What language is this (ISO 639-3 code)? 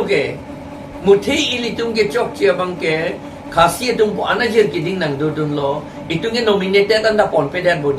mjw